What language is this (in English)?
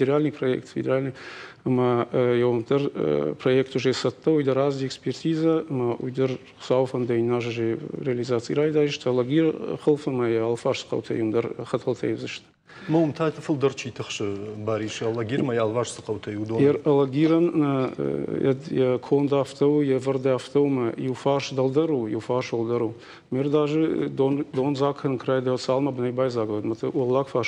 Ossetic